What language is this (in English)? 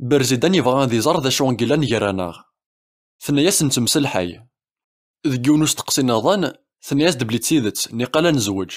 Kabyle